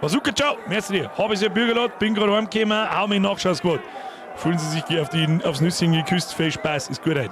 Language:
Bavarian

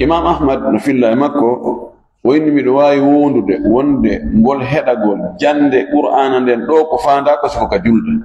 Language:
Fula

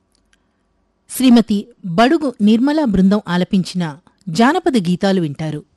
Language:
Telugu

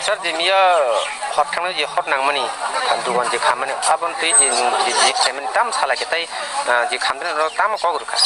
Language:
Kok Borok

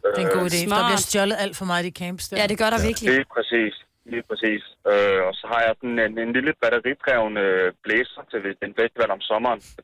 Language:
Danish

